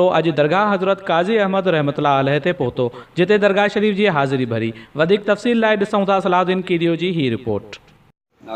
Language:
Sindhi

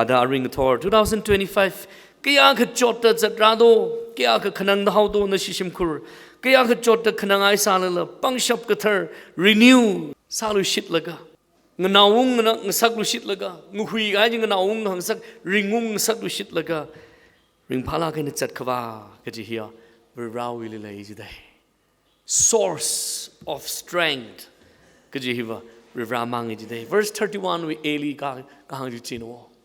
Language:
Tangkhul Naga (India)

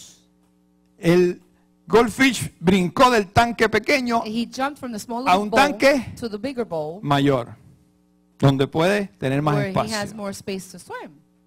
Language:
Spanish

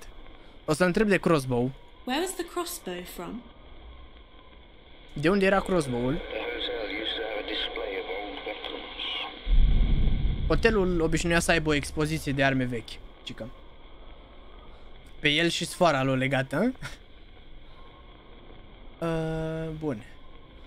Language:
Romanian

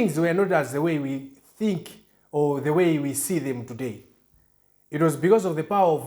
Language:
English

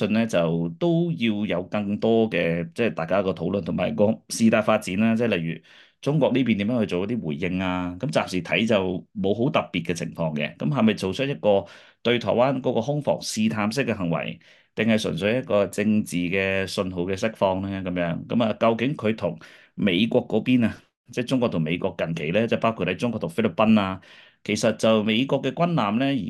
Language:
Cantonese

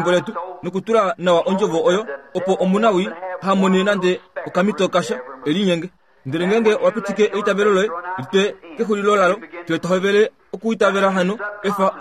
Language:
Kuanyama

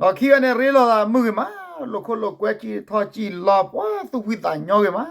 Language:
S'gaw Karen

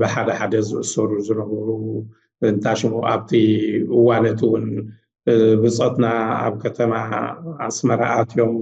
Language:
Tigrinya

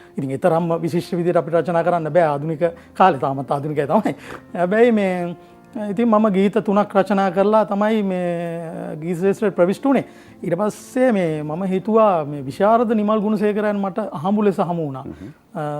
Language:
Sinhala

